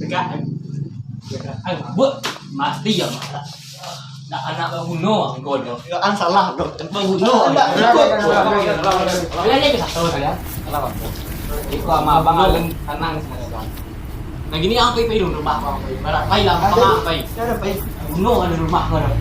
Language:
Minangkabau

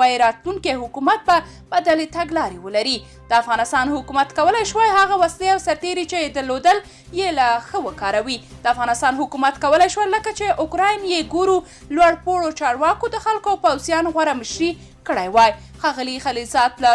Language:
Pashto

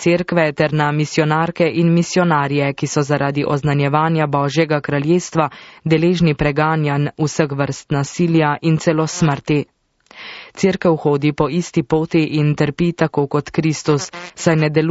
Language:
Slovenian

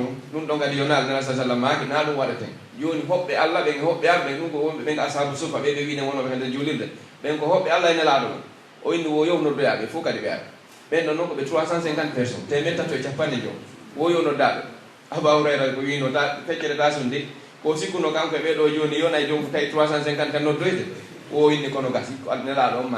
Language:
Pular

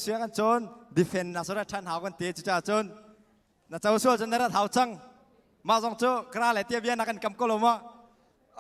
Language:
Hakha Chin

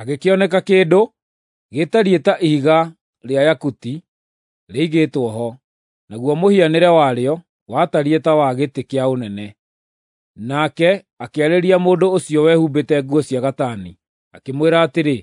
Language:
Kikuyu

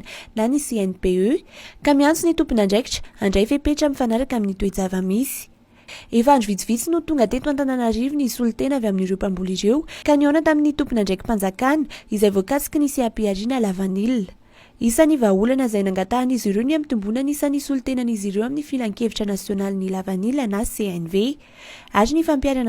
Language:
Malagasy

